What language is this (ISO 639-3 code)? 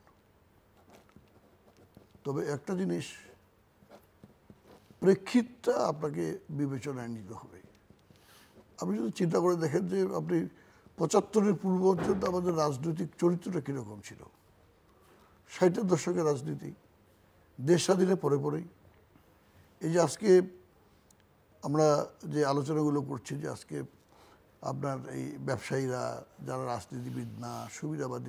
ben